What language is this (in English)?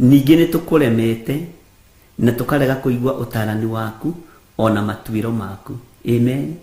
Kikuyu